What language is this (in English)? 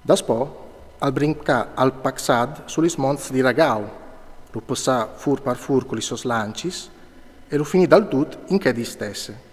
Friulian